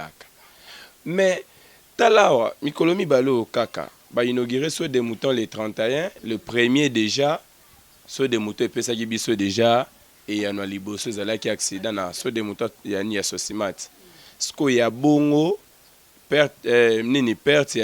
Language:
Lingala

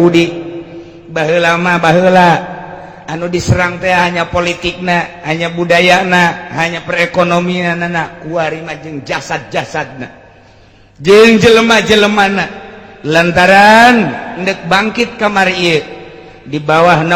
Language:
Sundanese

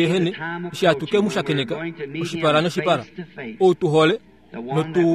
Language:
Kuanyama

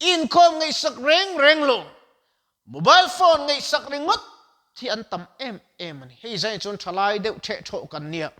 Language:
Mizo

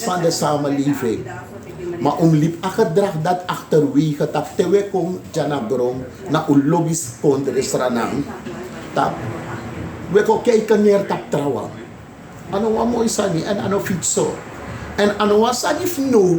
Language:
Sranan Tongo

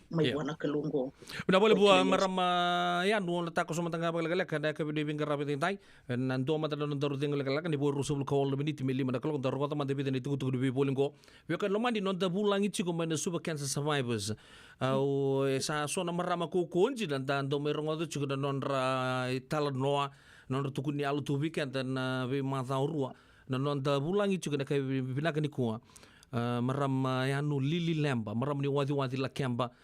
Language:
Fijian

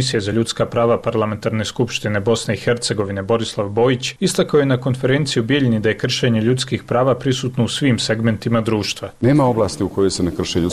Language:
Bosnian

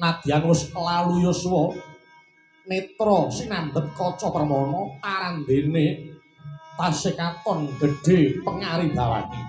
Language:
Javanese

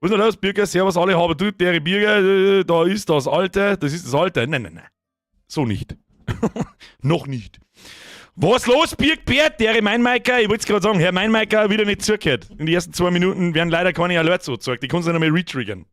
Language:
Bavarian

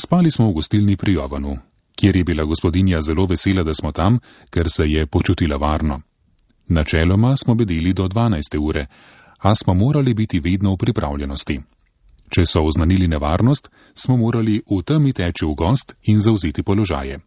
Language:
Slovenian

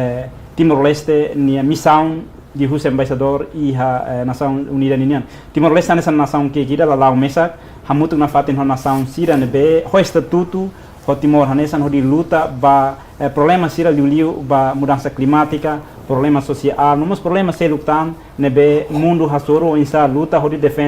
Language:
Tetum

